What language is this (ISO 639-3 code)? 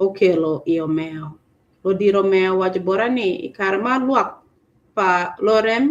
ach